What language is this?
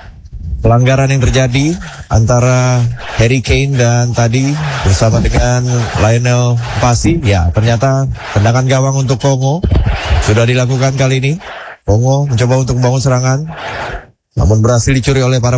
Indonesian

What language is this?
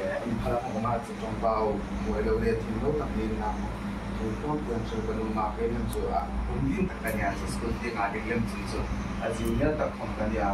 Hmar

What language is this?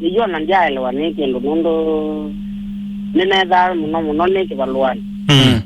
Kamba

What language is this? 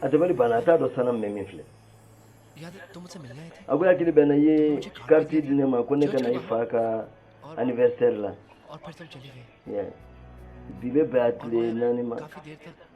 Bambara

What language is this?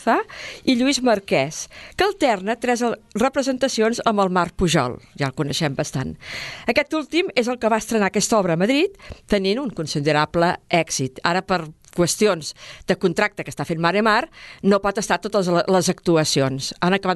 Catalan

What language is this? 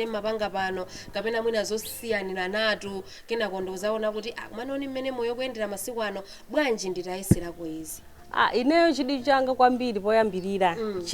Nyanja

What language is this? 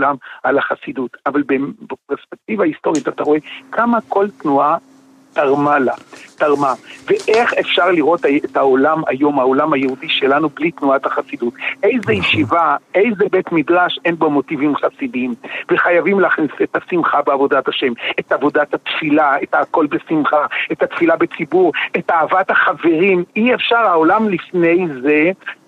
Hebrew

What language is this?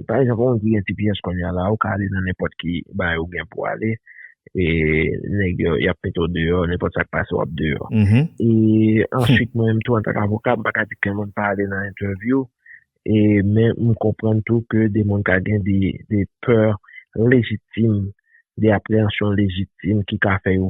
Haitian Creole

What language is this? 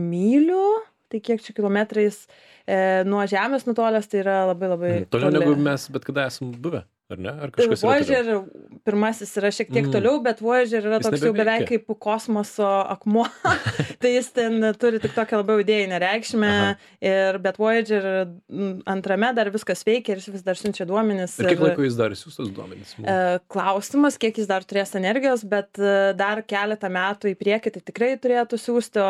Lithuanian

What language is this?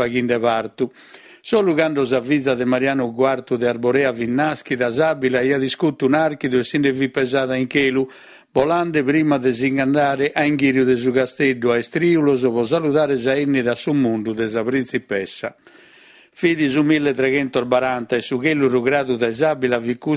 Sardinian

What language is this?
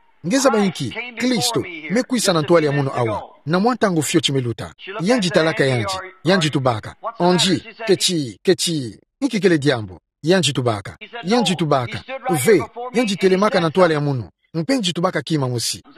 Kituba (Democratic Republic of Congo)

